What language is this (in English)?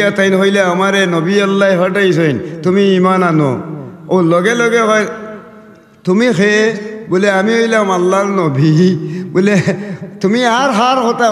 Sylheti